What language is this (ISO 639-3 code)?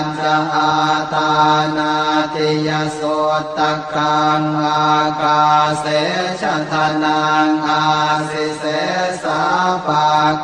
pli